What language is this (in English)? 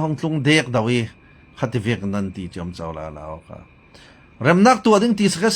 Falam Chin